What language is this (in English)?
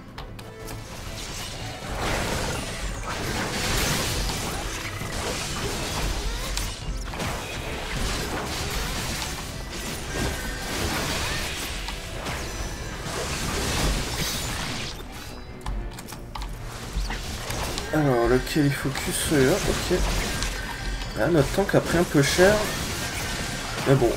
French